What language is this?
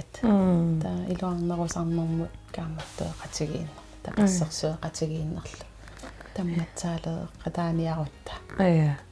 Kalaallisut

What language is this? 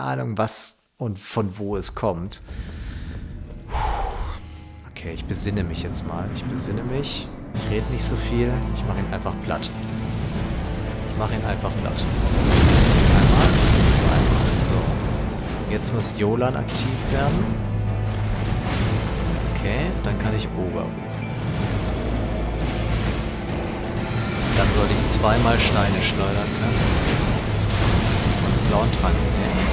German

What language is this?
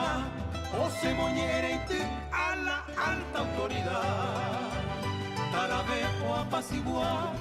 Guarani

